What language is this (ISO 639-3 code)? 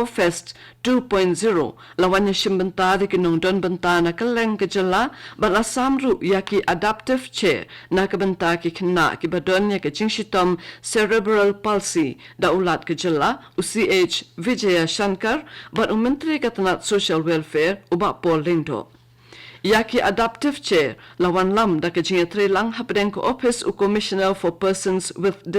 kha